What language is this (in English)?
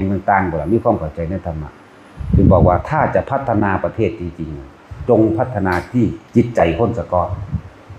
Northeastern Thai